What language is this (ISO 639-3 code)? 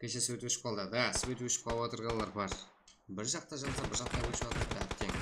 kaa